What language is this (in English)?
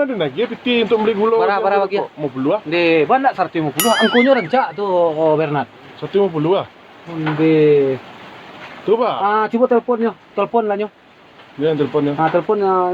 Minangkabau